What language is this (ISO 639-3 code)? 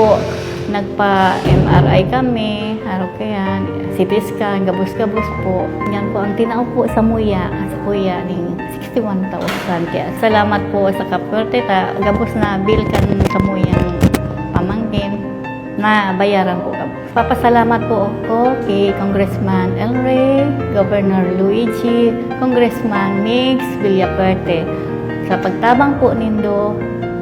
bik